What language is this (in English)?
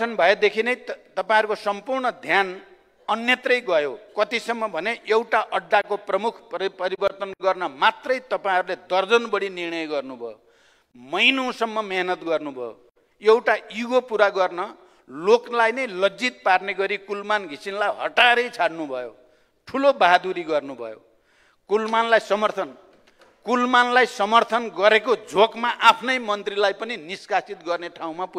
Nepali